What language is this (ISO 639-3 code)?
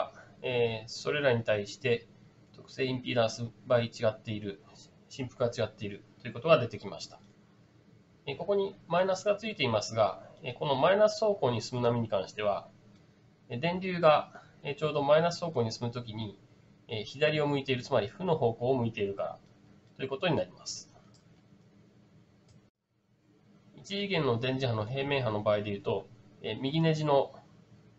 jpn